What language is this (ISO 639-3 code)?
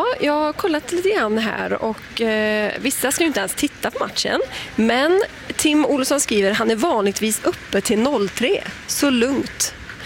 swe